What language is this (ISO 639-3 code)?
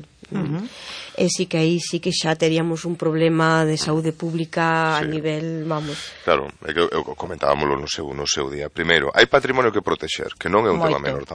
glg